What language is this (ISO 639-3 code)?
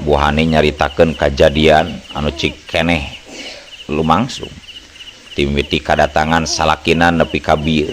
sun